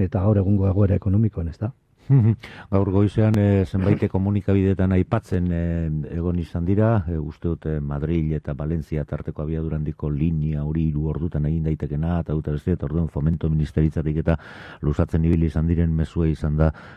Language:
Basque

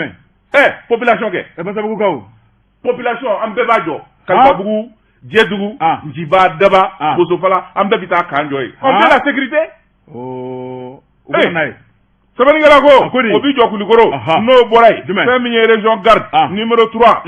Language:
Bambara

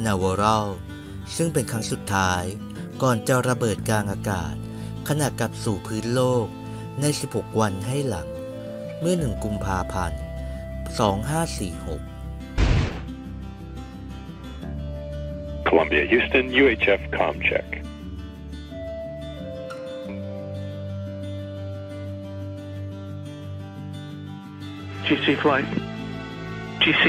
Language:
Thai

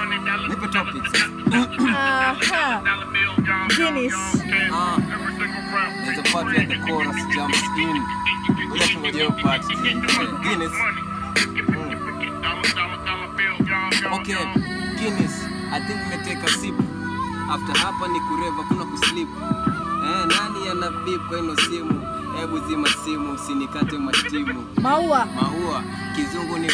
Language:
Swahili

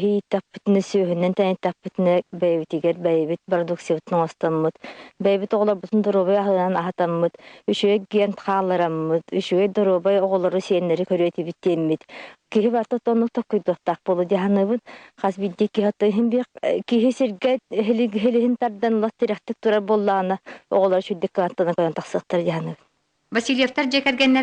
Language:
Yakut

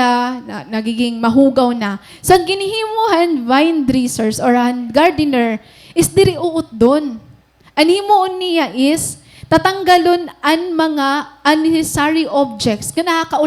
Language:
Waray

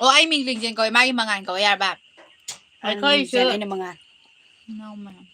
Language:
Manipuri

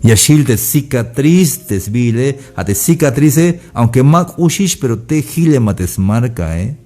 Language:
Tzeltal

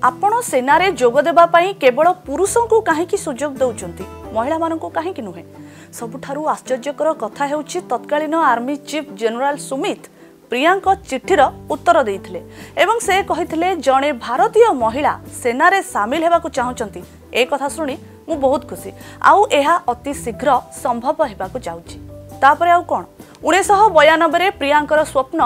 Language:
Odia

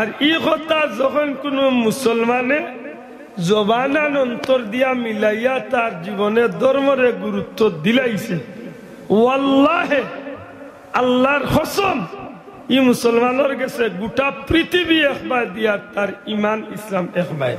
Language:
Sylheti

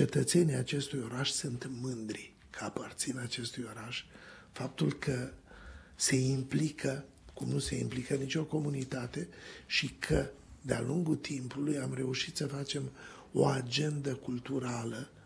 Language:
Romanian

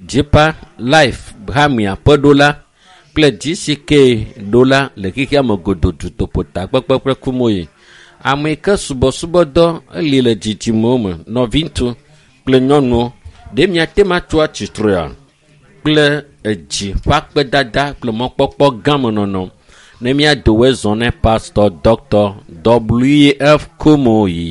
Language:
Ewe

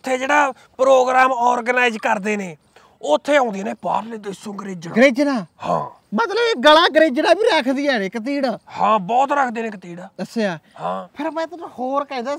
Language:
Punjabi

